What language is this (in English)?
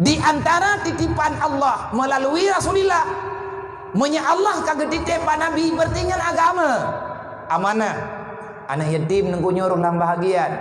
Achinese